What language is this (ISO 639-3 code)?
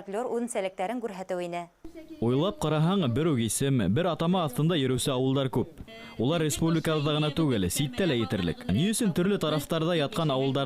bak